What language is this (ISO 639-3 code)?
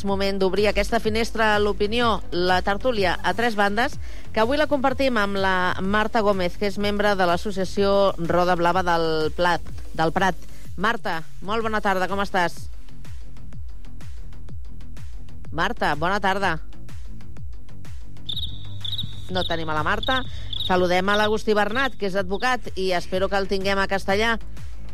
cat